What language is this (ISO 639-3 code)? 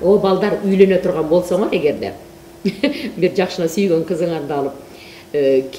kir